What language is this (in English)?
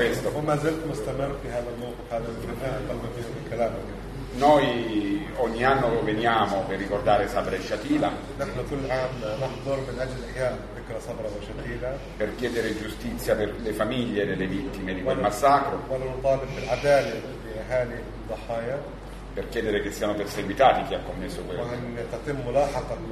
Italian